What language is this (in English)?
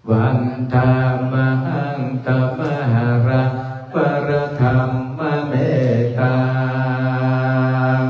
Pali